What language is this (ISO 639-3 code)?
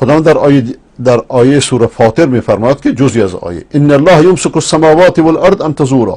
fas